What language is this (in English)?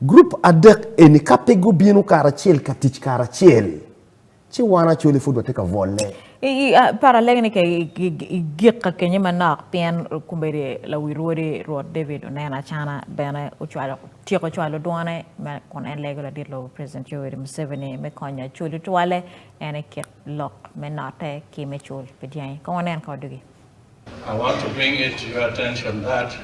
Acoli